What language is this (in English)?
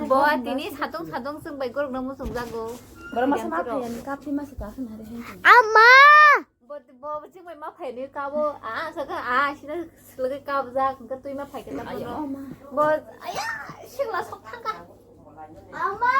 Kok Borok